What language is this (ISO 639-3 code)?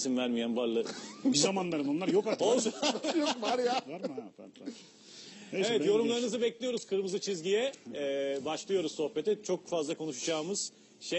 tur